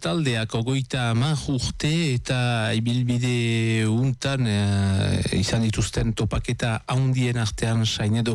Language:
Basque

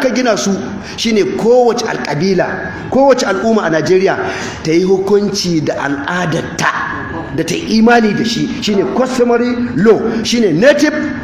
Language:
Hausa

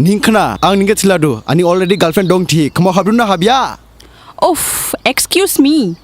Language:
Dimasa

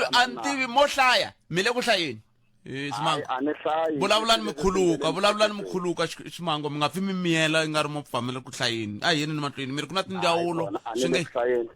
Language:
Tsonga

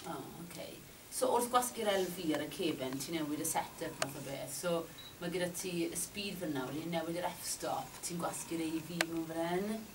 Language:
Welsh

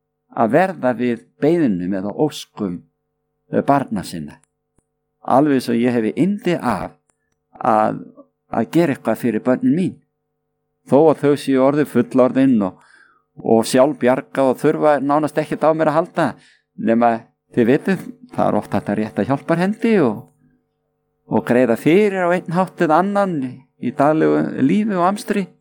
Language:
Icelandic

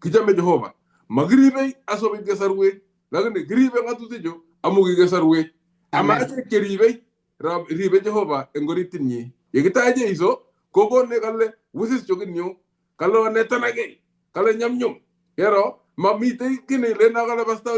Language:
Kalenjin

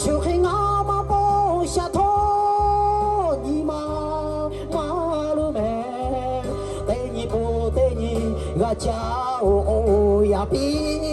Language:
Lahu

